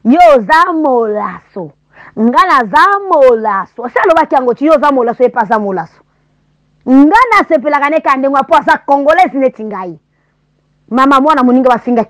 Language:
Lingala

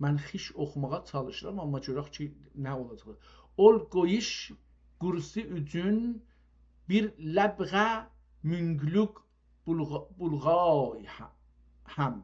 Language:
South Azerbaijani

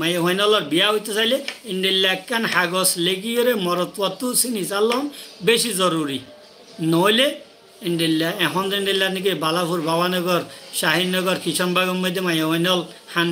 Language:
Rohingya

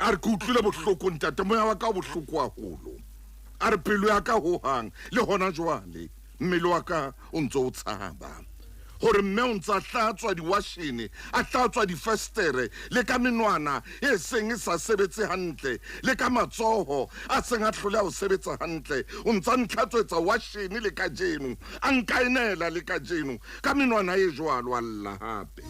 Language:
Southern Sotho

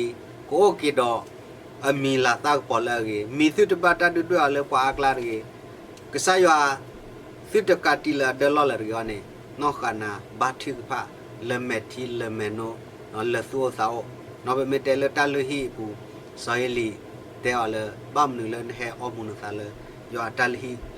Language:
S'gaw Karen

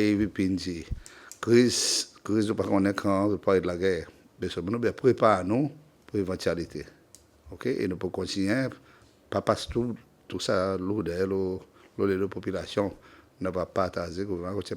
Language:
Seselwa Creole French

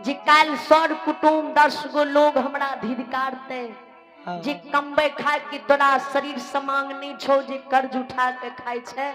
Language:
Maithili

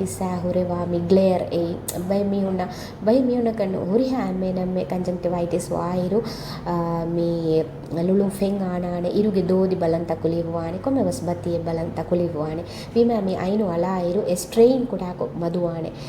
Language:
Divehi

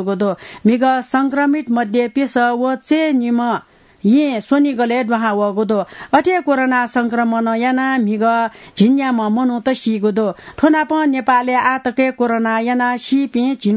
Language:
Newari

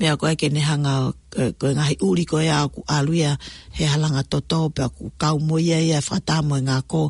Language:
Tongan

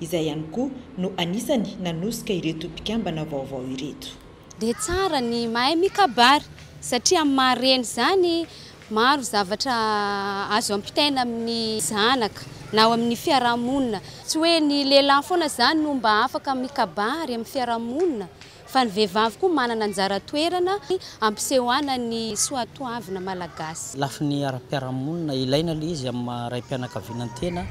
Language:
Malagasy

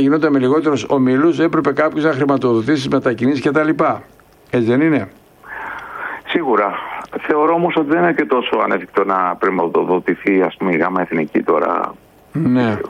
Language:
Greek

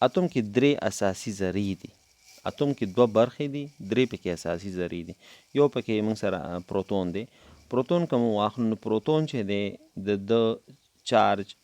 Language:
Pashto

